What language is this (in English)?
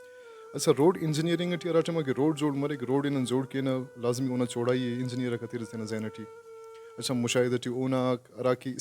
Brahui